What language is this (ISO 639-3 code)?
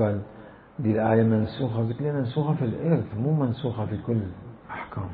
acm